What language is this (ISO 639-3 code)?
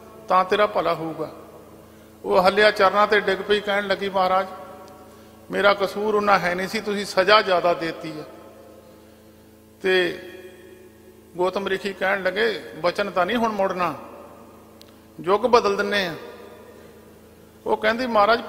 pan